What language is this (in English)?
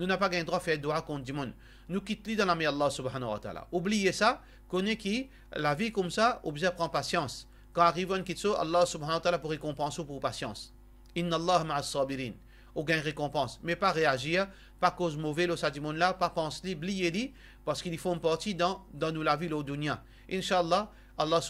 Morisyen